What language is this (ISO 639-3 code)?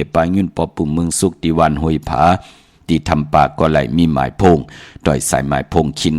shn